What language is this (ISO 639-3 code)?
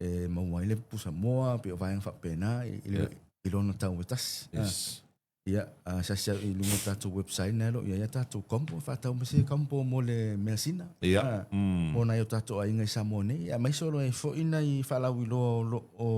smo